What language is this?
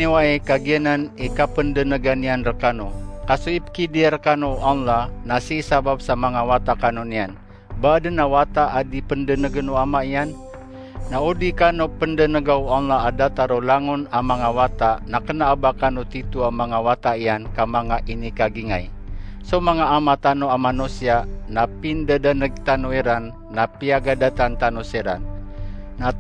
Maranao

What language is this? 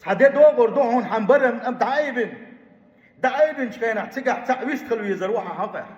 Chechen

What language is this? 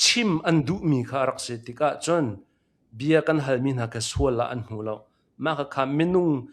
Hakha Chin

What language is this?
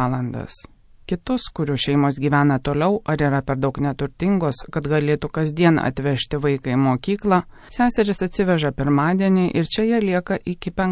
Lithuanian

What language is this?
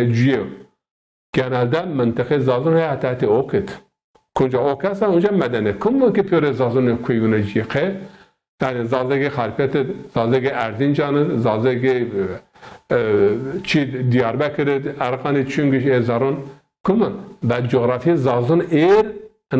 Zaza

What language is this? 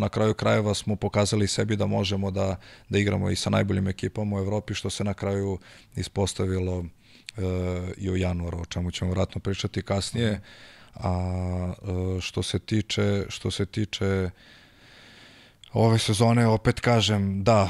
Serbian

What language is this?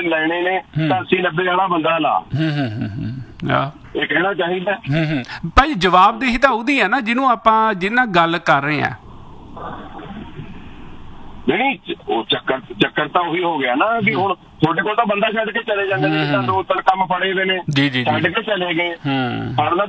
Punjabi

